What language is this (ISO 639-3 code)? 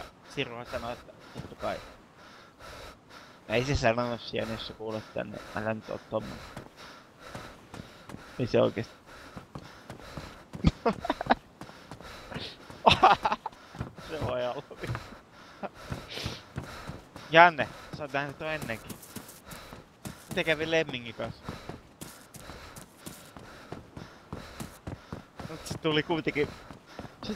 fin